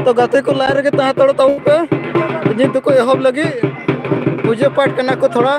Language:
Santali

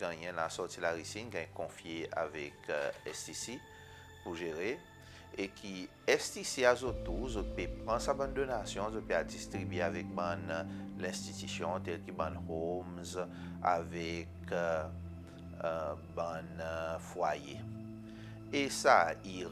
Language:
Seselwa Creole French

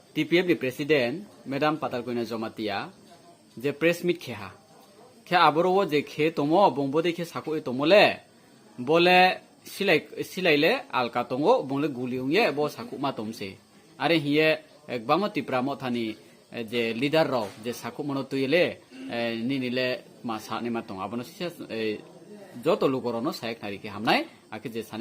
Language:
Riang (India)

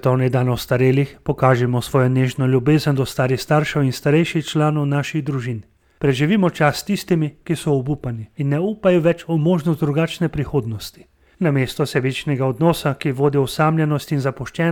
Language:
Slovenian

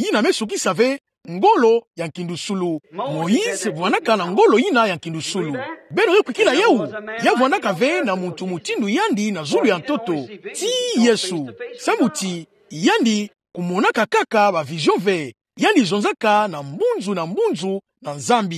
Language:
Kituba (Democratic Republic of Congo)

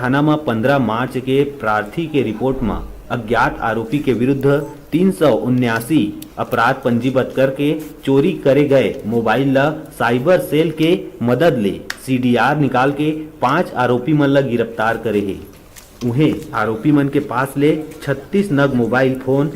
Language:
Chhattisgarhi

